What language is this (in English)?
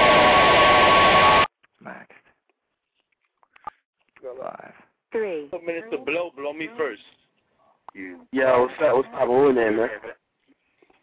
English